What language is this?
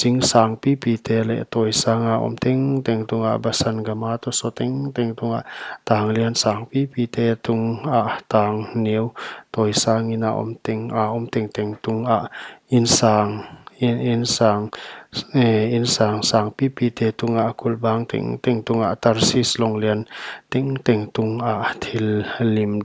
Paite Chin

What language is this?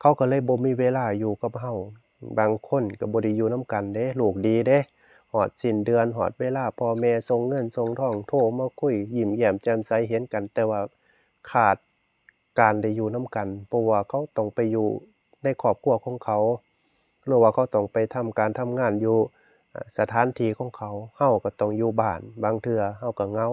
Northeastern Thai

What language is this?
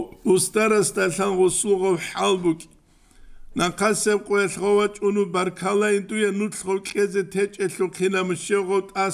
Avaric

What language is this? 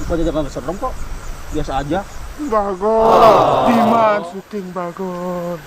Minangkabau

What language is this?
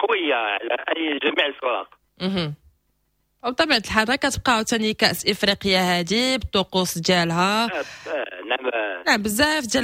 Moroccan Arabic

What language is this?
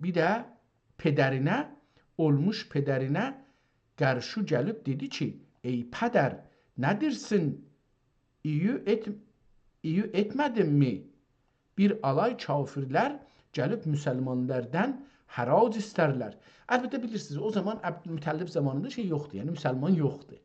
South Azerbaijani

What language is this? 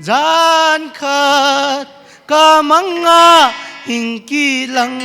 Paite Chin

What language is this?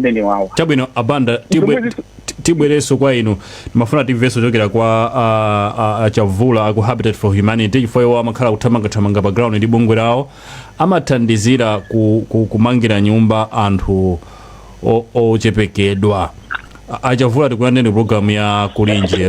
Nyanja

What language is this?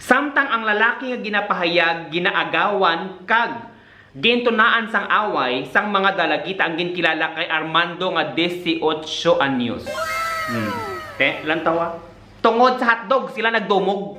Hiligaynon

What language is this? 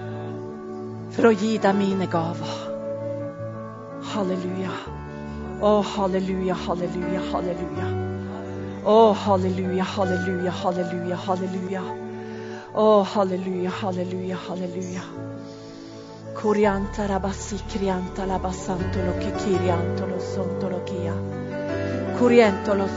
Norwegian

